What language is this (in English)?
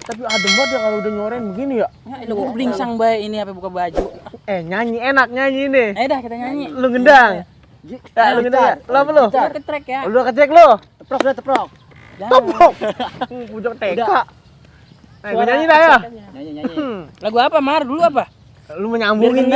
Betawi